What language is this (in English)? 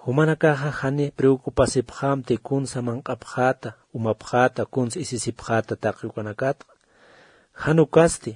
Aymara